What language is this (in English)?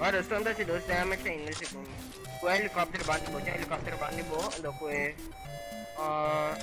Papiamento